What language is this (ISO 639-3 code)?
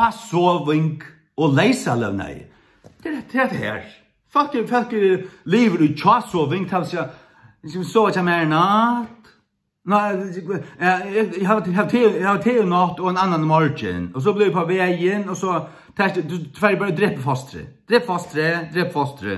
fao